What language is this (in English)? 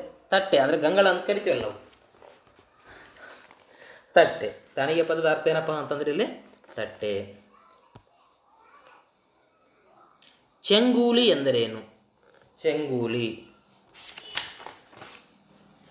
Kannada